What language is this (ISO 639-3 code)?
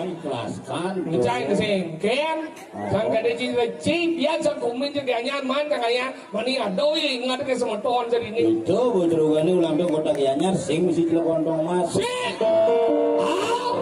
ban